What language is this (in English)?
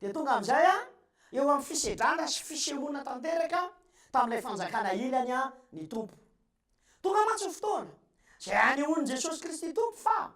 Malagasy